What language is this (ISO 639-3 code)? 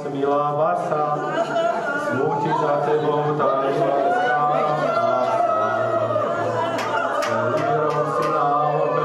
slk